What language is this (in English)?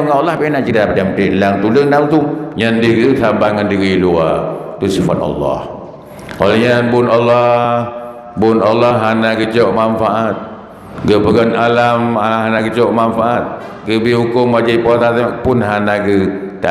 Achinese